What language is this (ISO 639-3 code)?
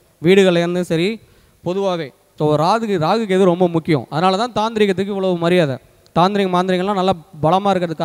tam